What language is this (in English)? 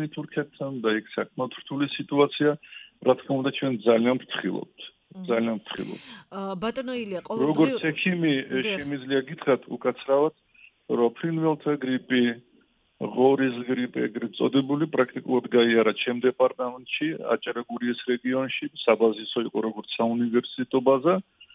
Georgian